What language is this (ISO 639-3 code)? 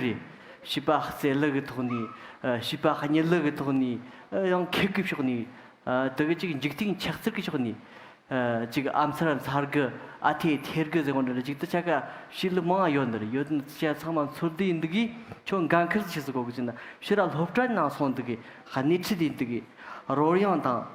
bod